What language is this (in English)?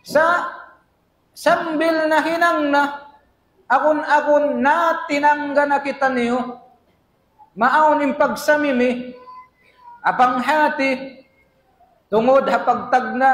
Tausug